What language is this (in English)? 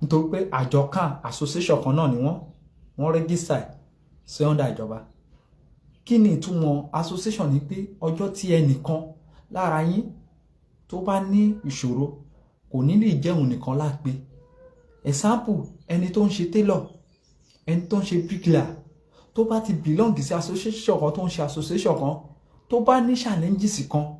Yoruba